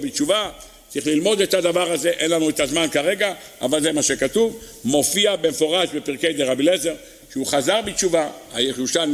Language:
Hebrew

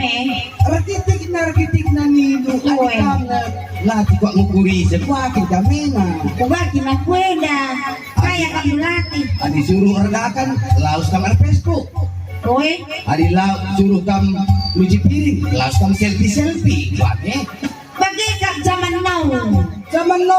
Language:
Batak Karo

